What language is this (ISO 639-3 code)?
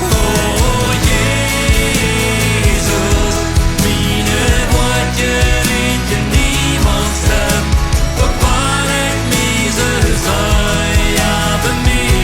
pdt